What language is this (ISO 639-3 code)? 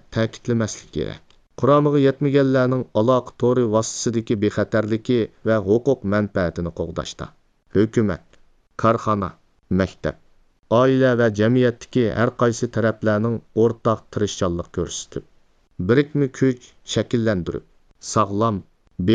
uig